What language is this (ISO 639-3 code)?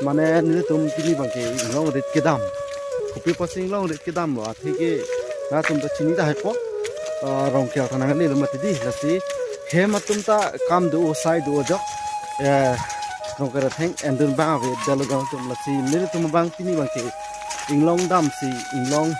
mjw